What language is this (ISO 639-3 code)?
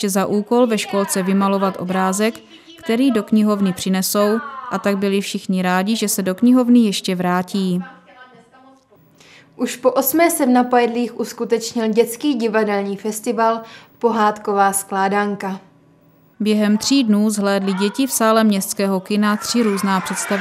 ces